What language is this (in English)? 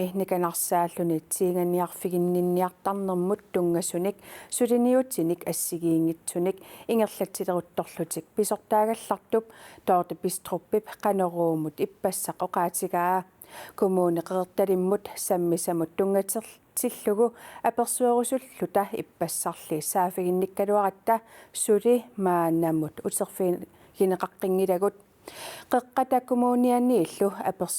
Kalaallisut